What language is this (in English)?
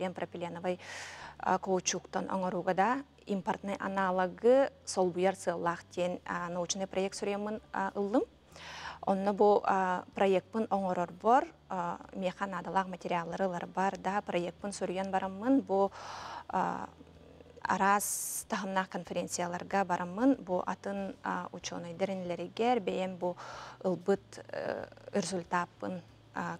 Yakut